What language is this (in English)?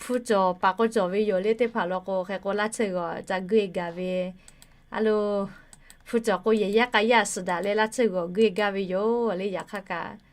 Lahu